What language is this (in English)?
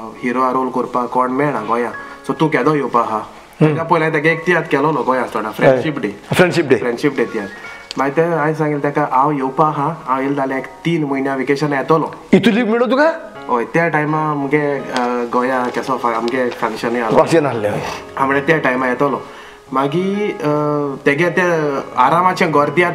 Konkani